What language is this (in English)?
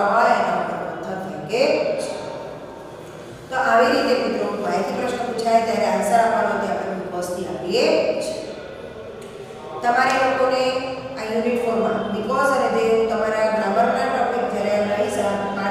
Gujarati